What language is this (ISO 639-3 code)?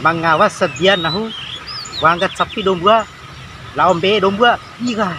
bhp